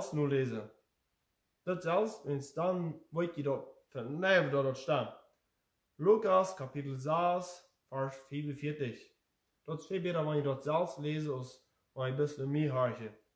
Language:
Plautdietsch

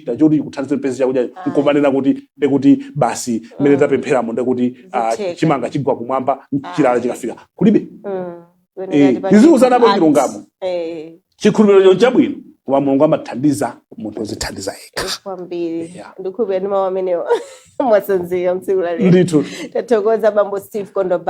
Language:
Nyanja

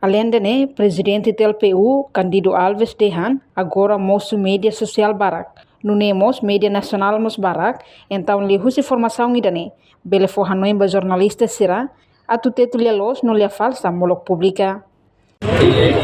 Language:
Tetum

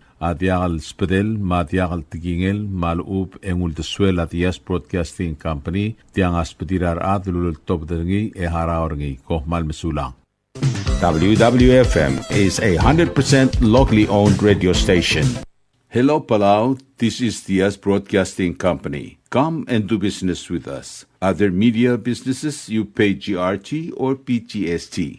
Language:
Palauan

